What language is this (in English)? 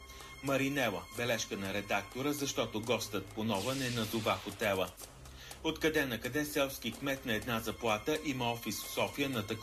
Bulgarian